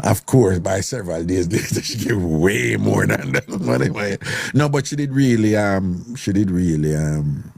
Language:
Jamaican Creole English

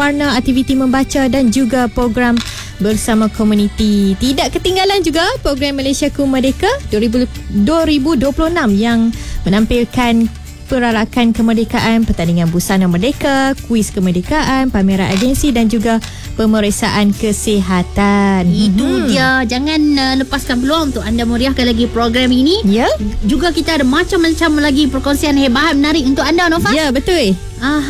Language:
Malay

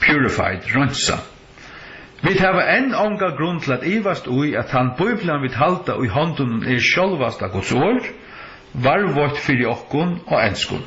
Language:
Faroese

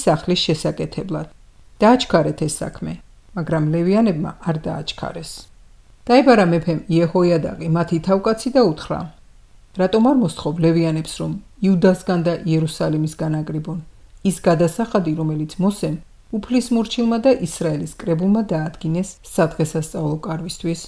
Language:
Georgian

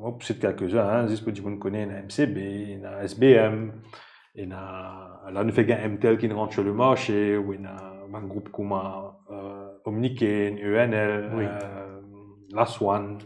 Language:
Morisyen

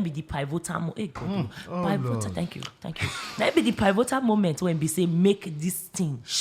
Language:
Nigerian Pidgin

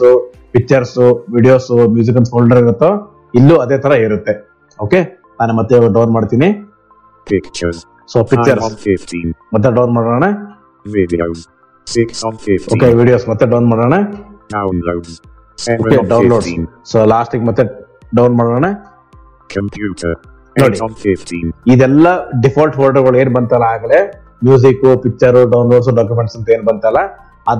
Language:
Kannada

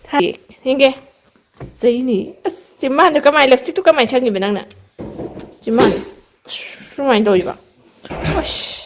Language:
Manipuri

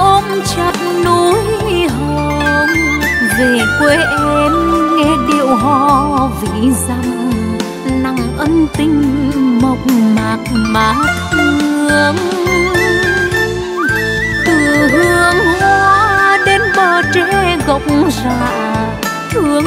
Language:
Vietnamese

